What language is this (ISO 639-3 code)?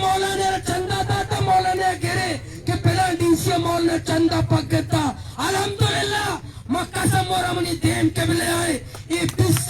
bal